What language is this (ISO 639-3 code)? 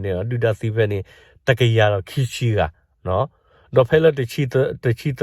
ksw